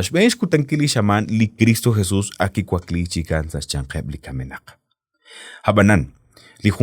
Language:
Kekchí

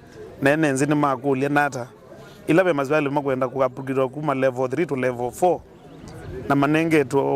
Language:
Kamba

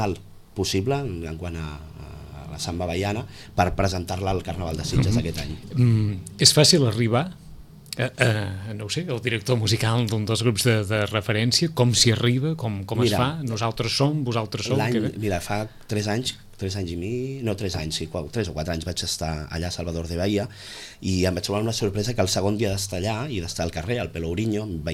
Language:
Catalan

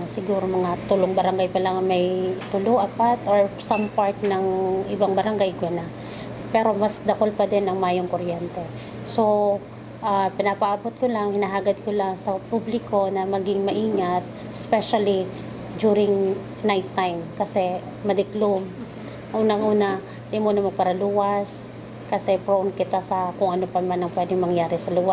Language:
Bikol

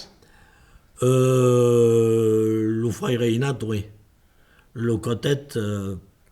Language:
Occitan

